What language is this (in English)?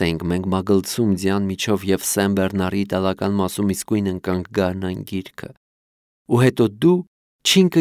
Armenian